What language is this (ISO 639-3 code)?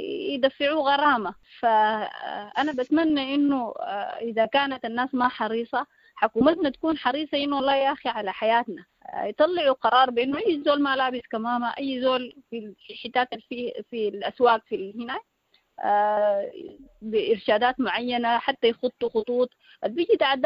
apd